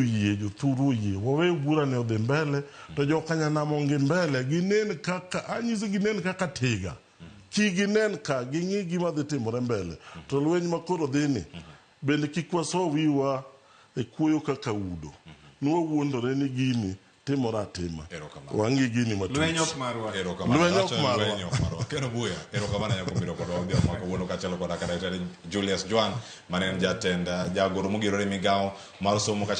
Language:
Luo (Kenya and Tanzania)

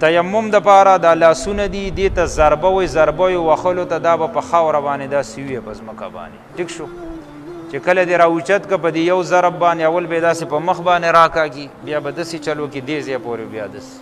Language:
Pashto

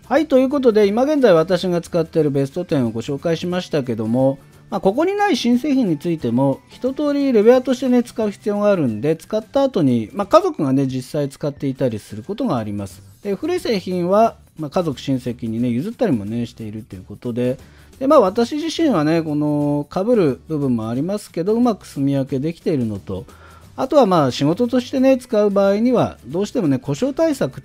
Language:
Japanese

